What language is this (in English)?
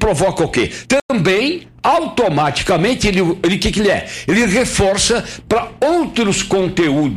Portuguese